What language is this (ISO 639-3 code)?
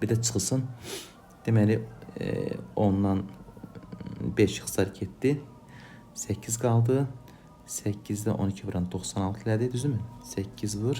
aze